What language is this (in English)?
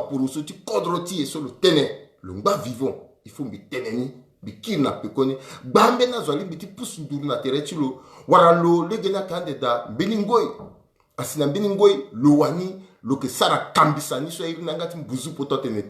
Sango